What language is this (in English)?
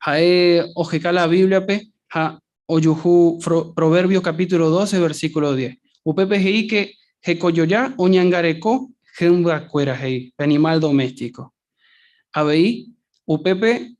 Guarani